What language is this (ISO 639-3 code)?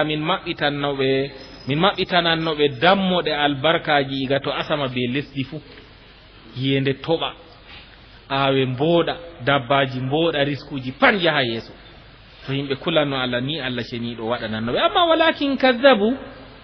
ful